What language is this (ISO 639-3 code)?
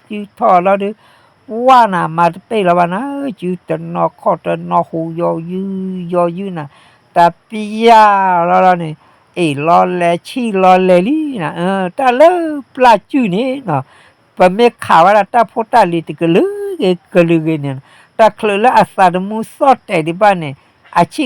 ksw